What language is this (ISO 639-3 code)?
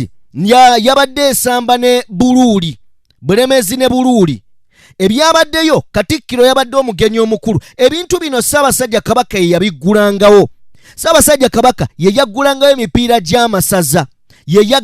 lug